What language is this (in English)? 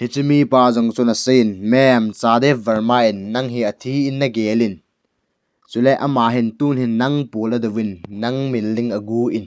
Thado Chin